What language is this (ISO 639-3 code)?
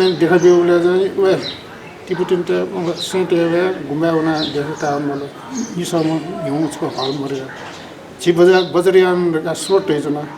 new